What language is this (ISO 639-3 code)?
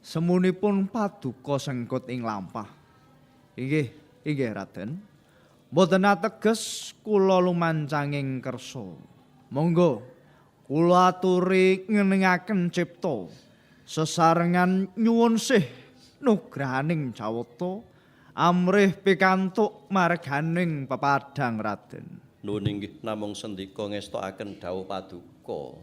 jav